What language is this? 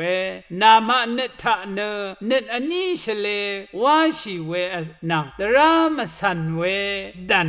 Rawang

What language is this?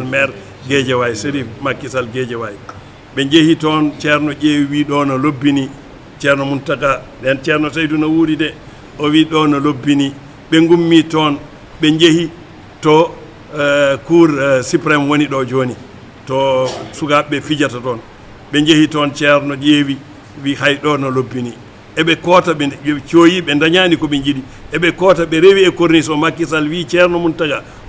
Fula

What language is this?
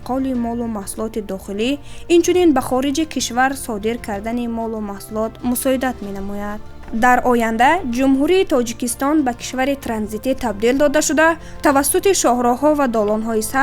Tajik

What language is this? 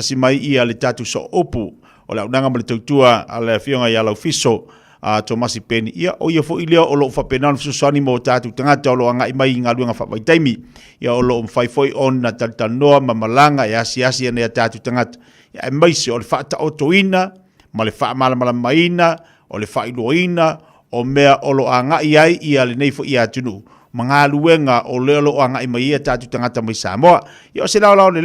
Samoan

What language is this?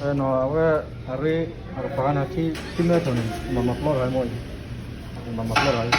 S'gaw Karen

